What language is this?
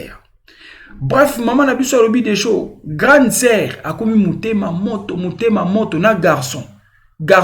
Lingala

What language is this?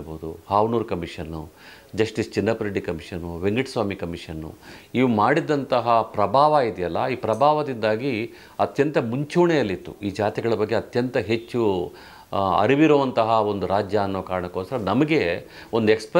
Kannada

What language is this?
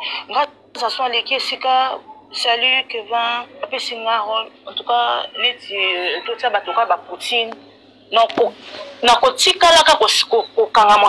Lingala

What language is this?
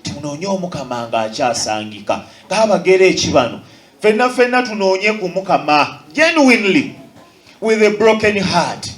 Ganda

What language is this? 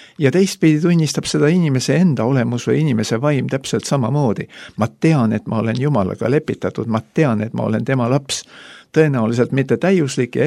Estonian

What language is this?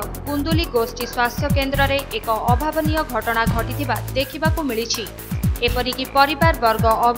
Odia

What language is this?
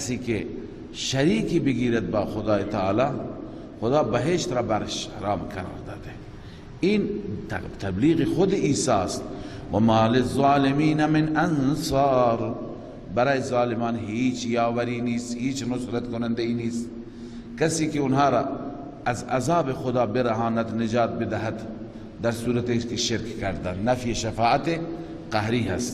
Persian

